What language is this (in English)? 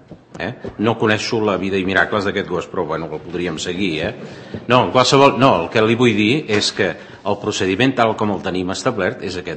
Catalan